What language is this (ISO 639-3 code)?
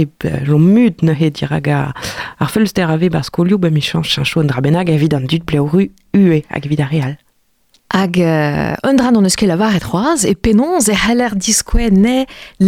bre